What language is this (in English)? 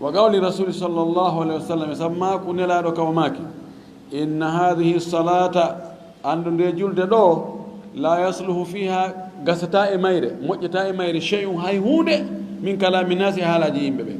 Fula